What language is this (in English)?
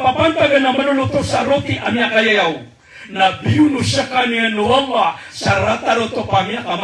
Maranao